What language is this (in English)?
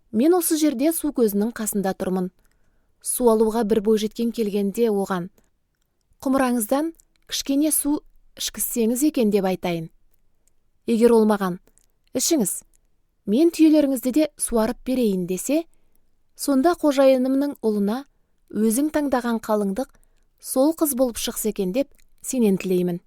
Kazakh